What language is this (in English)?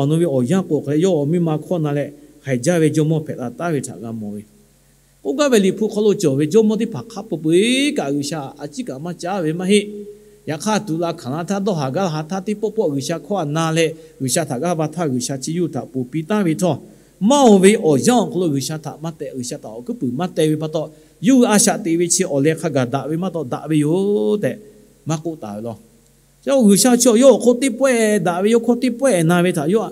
Lahu